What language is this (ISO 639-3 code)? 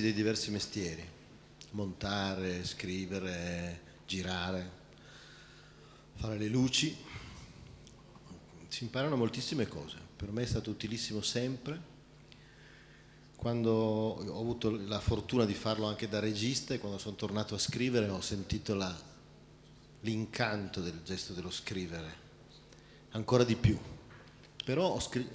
ita